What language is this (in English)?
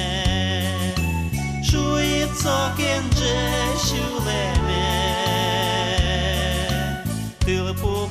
Udmurt